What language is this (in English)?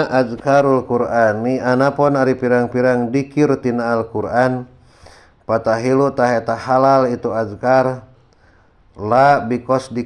Sundanese